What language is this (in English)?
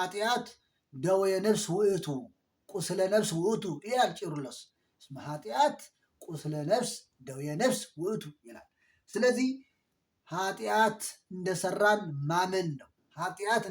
Amharic